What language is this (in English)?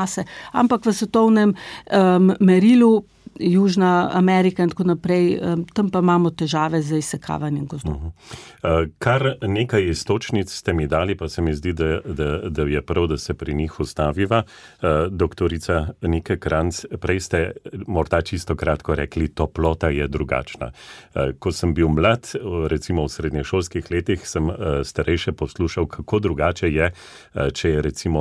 Slovenian